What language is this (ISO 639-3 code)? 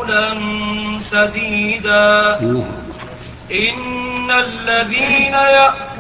ara